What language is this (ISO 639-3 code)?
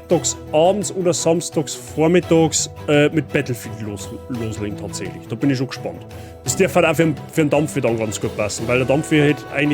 bar